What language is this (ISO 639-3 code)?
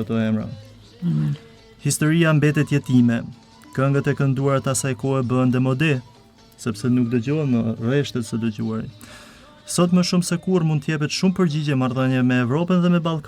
sqi